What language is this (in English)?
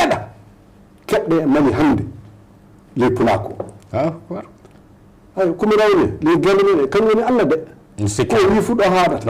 Fula